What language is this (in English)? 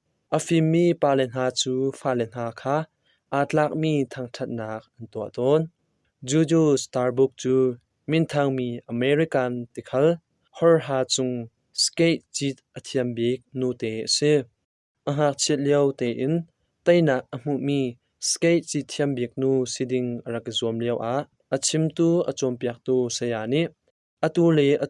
Hakha Chin